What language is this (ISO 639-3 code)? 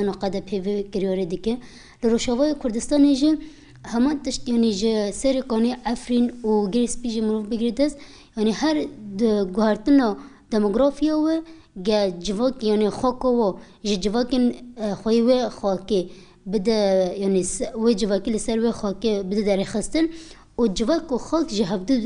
kur